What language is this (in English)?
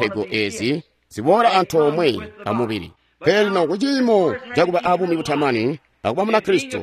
Tonga (Zambia)